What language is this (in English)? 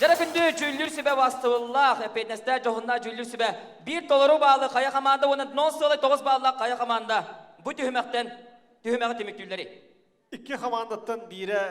Yakut